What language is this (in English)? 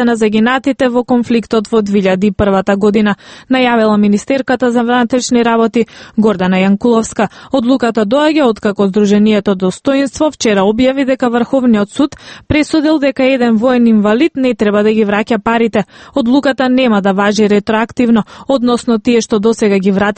Macedonian